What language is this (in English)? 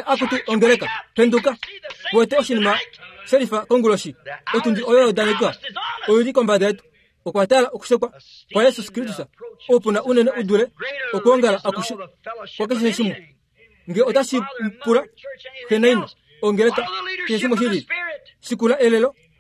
Kuanyama